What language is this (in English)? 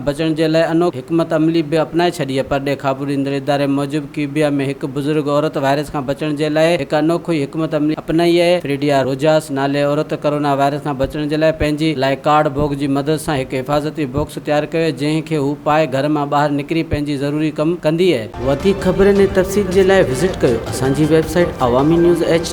Sindhi